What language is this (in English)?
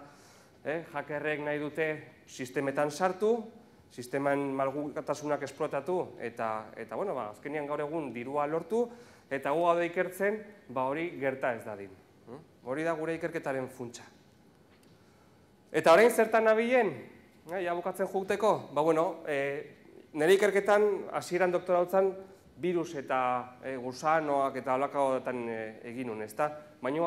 Basque